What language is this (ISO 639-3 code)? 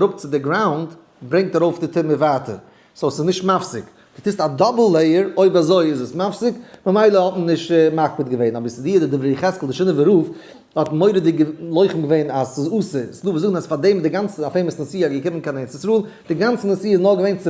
yid